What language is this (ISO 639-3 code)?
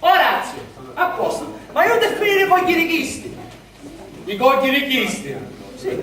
scn